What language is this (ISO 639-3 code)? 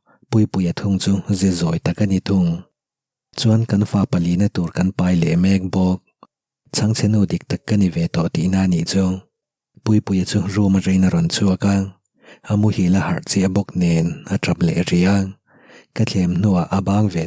lus